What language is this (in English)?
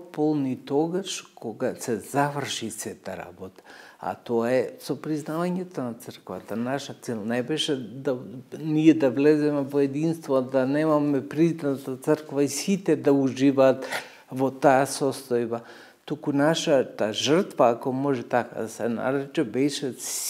Macedonian